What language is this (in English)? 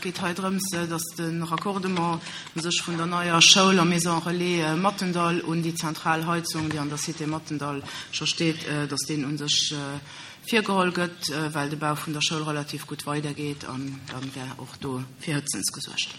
Luxembourgish